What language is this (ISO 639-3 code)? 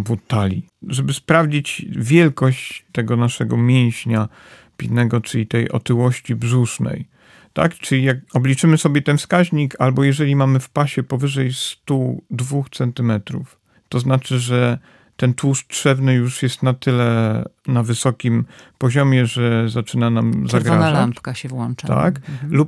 pol